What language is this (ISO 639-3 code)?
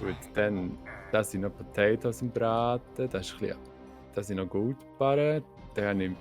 gsw